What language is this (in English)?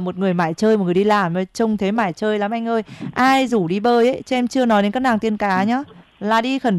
Vietnamese